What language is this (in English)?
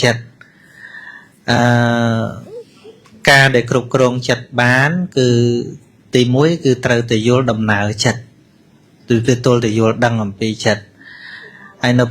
Khmer